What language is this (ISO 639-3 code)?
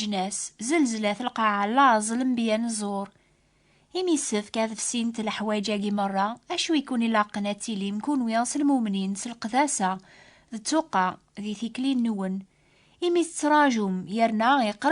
kab